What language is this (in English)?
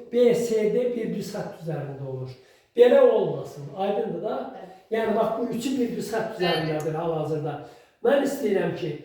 Azerbaijani